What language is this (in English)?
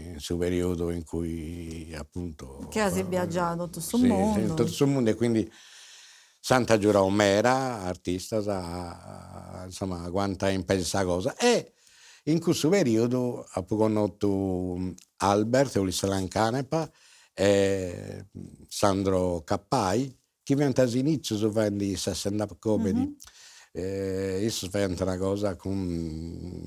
Sardinian